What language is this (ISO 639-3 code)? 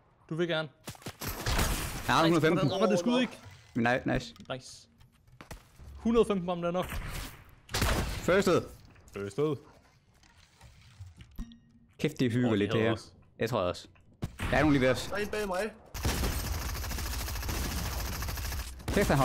dan